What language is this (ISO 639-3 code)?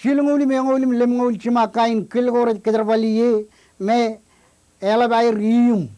mah